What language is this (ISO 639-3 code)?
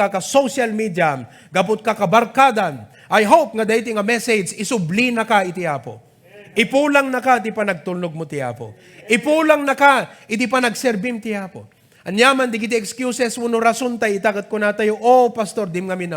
ilo